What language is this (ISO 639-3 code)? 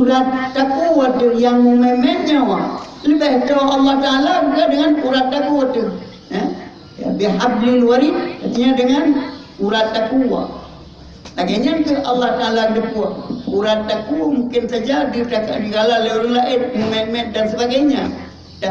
ace